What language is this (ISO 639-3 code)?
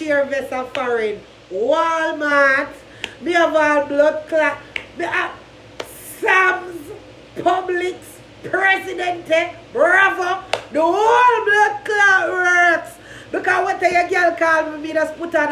jam